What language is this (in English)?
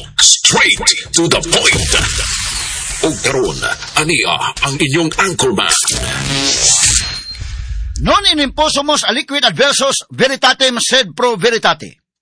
Cebuano